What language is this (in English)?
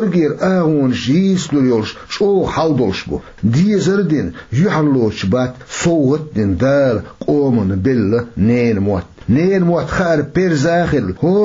Chechen